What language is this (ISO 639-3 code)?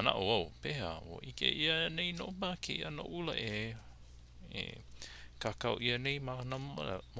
haw